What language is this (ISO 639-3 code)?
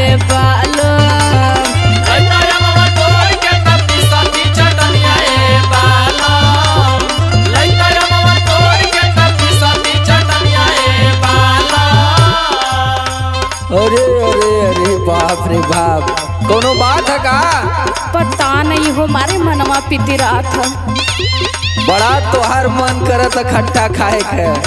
bho